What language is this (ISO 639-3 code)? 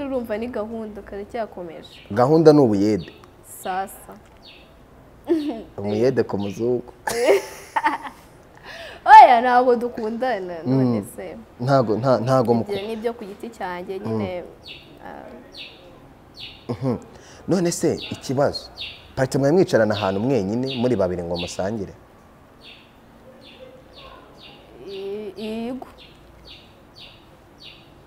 kin